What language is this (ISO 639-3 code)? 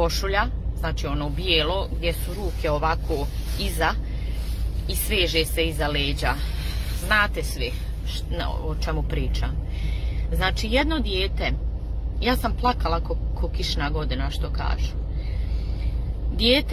hrv